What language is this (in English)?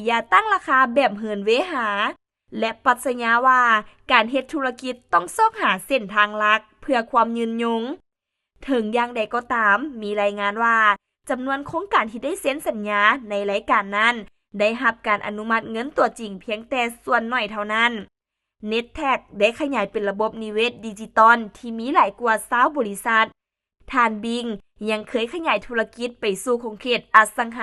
Lao